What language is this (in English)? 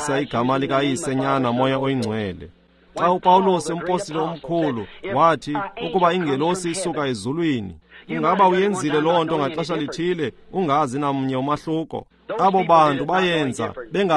Xhosa